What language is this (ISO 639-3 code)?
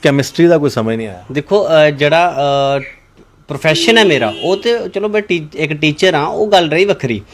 doi